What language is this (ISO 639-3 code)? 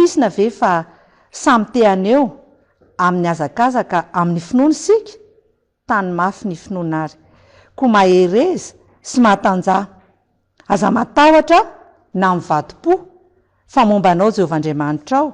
mlg